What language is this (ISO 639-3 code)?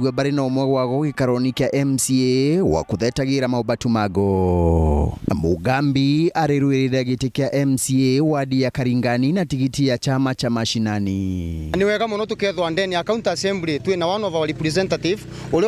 mer